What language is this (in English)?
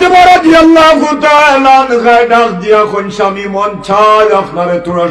Sylheti